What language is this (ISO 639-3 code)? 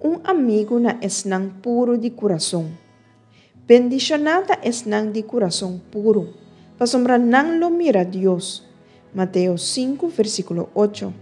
pap